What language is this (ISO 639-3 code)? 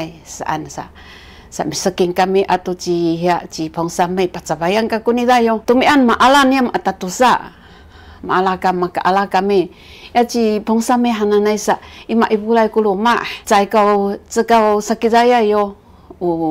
szy